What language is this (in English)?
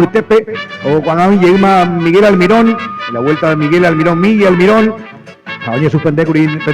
Guarani